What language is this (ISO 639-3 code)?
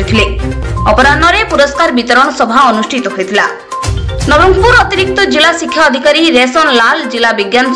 ori